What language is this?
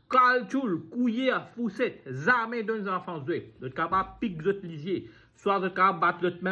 Morisyen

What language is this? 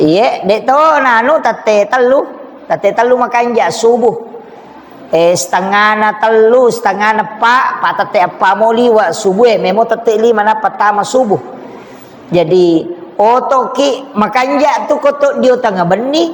Buginese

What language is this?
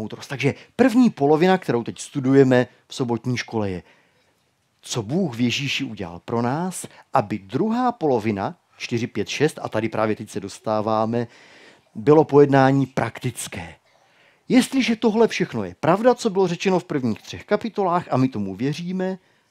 Czech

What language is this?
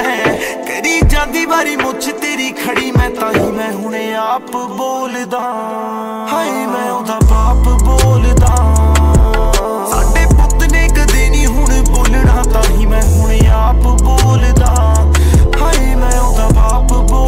Punjabi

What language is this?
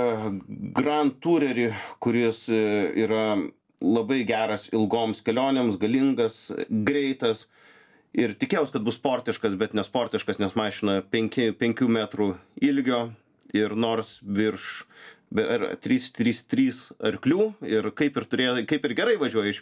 Lithuanian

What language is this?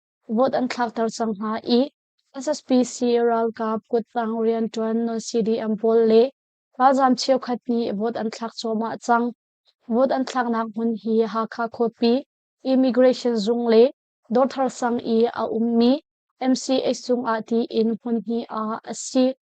Hakha Chin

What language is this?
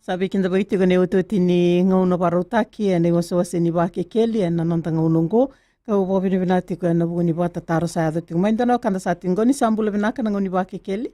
Fijian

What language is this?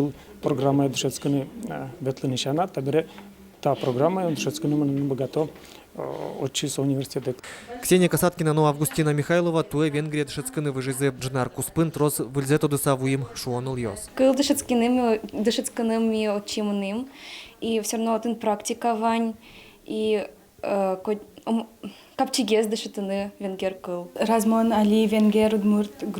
Udmurt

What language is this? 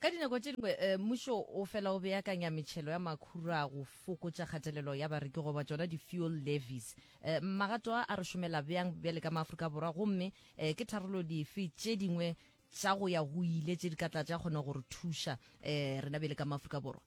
Northern Sotho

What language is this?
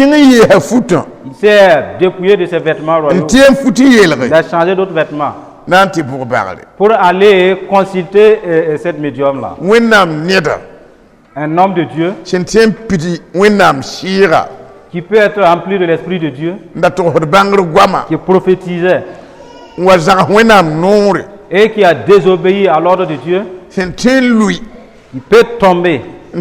Mossi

